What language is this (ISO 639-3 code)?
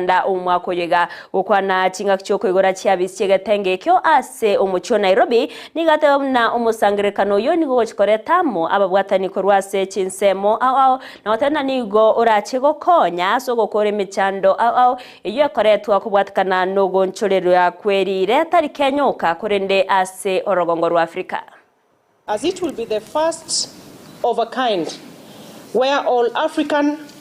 guz